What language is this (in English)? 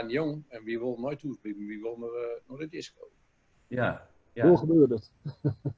Gronings